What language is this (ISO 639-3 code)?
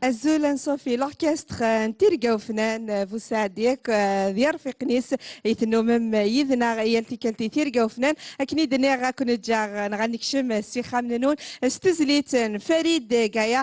kab